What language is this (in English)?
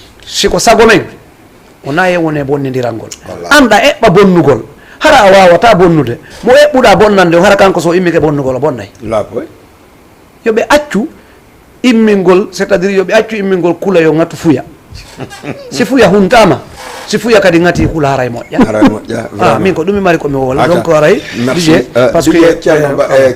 Fula